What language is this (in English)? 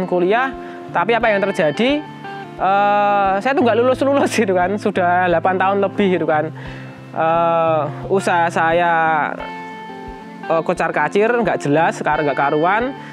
Indonesian